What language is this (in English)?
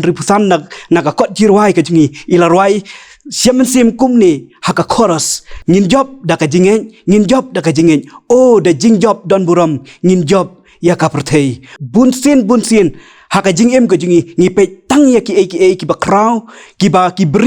Khasi